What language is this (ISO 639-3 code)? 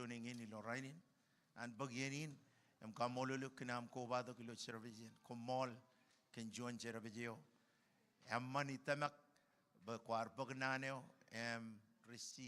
mah